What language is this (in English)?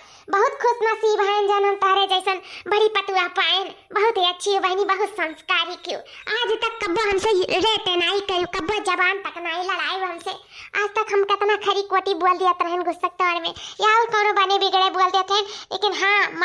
Awadhi